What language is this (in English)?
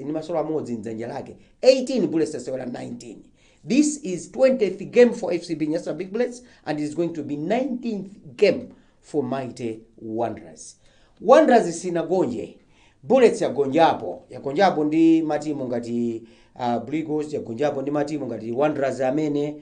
Nyanja